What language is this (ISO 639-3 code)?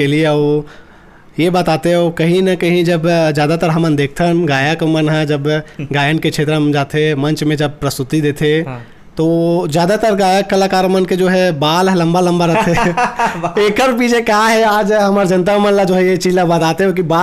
hne